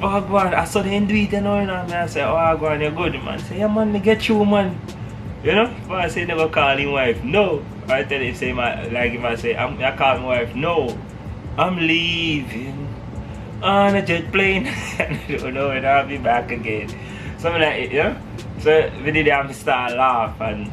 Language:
Jamaican Creole English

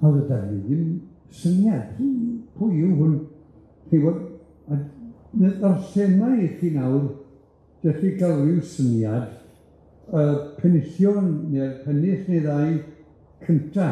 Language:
Welsh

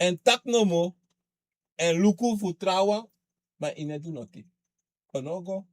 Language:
Sranan Tongo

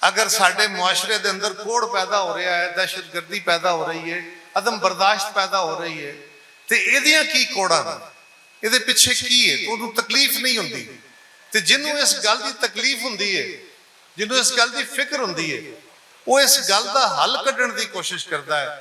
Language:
Western Panjabi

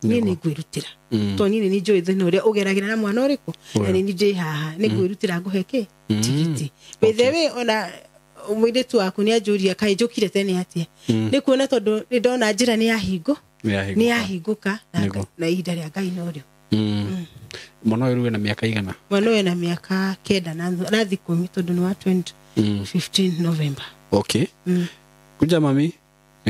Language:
Kikuyu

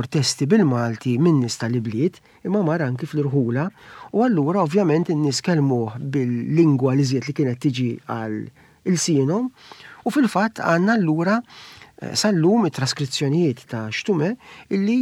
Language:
Maltese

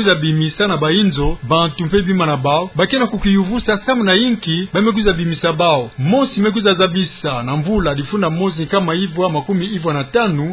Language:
Kituba (Democratic Republic of Congo)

